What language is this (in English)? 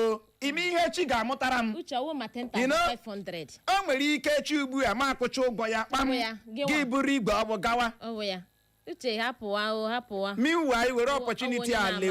Igbo